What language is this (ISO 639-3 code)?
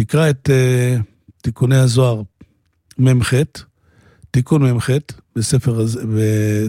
heb